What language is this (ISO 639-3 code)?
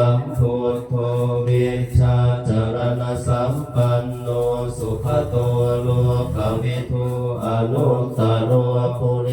pli